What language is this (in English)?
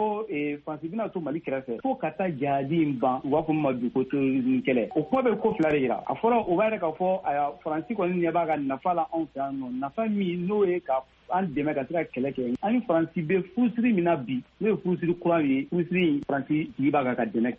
Bambara